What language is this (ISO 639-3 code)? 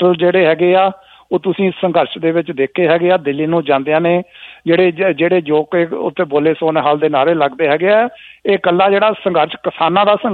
pan